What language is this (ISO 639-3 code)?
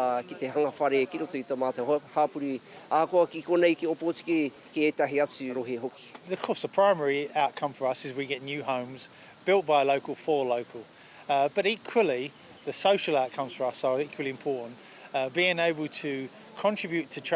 mri